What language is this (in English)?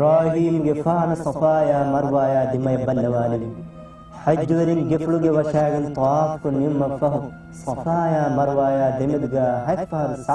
Divehi